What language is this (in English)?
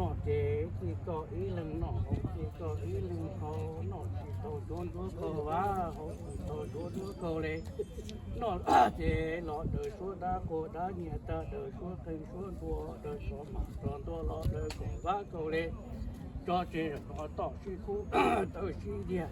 Hmong